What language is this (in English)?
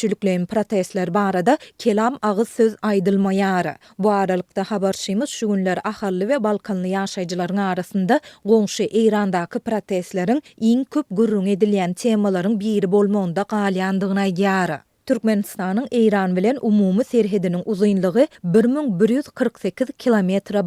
Turkmen